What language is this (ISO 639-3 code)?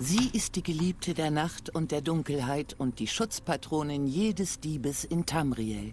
gsw